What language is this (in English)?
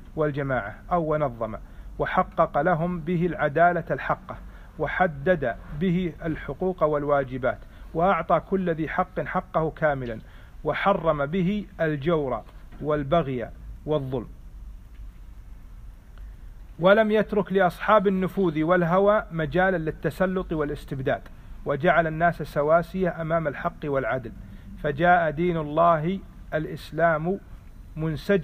Arabic